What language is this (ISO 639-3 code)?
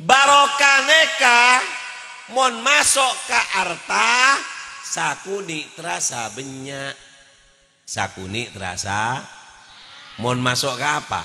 mad